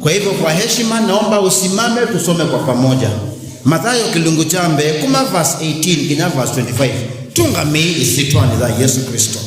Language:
Kamba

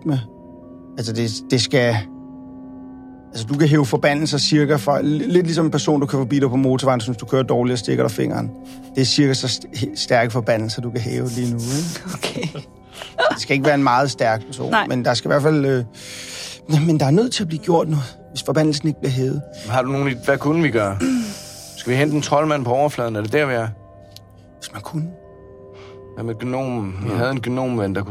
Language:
Danish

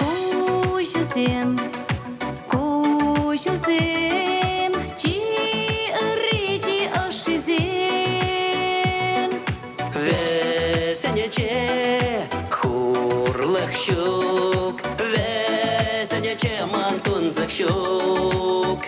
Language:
Chuvash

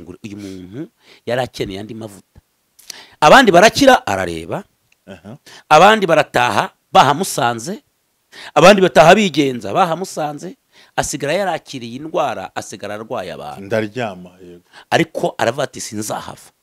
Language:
Kinyarwanda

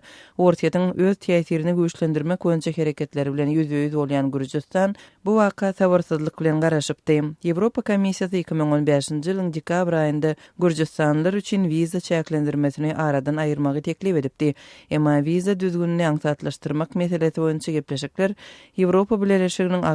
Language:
Turkmen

